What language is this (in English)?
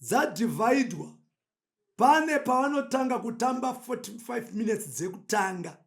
Shona